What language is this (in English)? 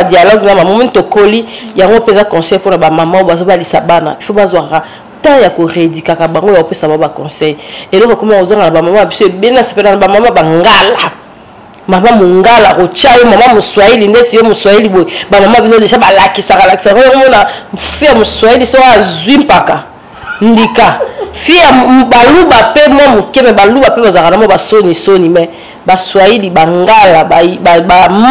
Lingala